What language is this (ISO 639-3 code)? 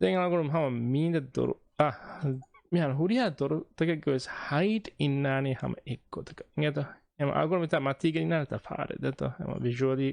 div